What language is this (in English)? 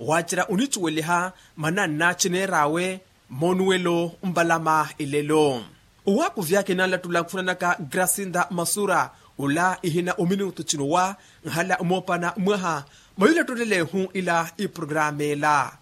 Makhuwa